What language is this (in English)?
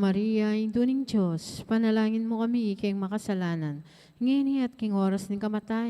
Pampanga